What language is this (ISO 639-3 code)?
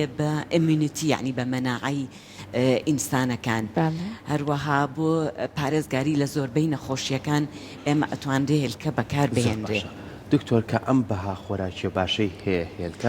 ckb